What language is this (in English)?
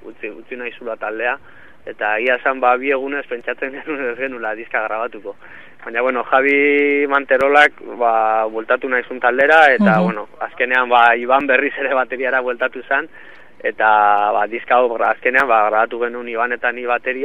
Basque